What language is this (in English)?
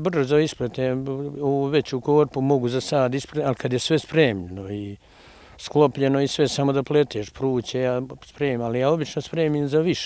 Serbian